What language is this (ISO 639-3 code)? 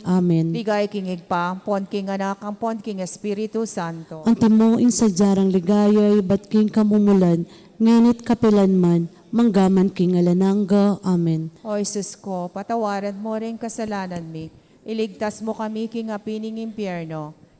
pam